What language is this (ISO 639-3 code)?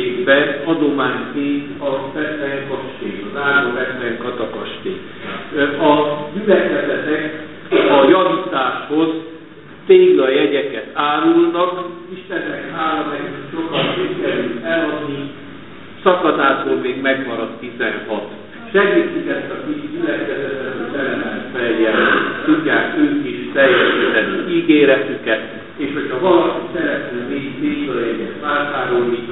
hun